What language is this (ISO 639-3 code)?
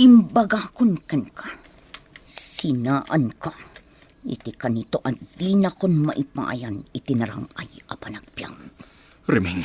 ilo